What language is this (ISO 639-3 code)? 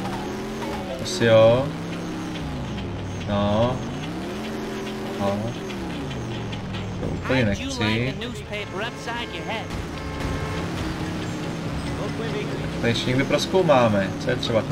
ces